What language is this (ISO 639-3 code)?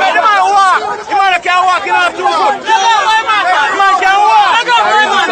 jam